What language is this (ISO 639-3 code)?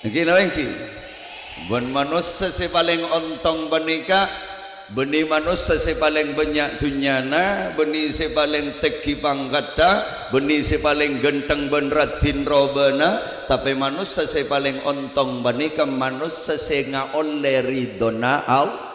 mad